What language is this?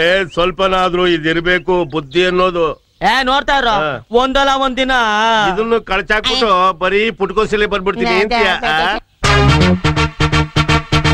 Kannada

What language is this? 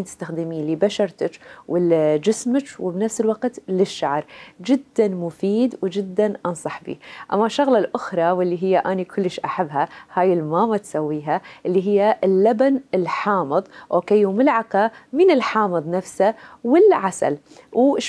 Mesopotamian Arabic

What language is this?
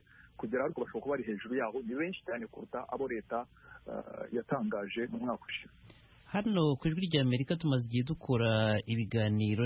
Kinyarwanda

